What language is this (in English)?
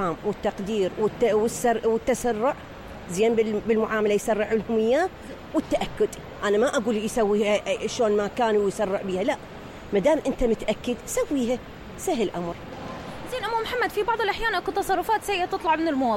Mesopotamian Arabic